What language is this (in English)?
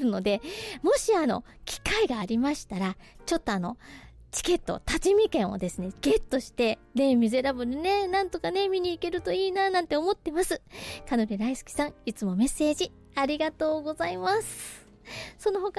Japanese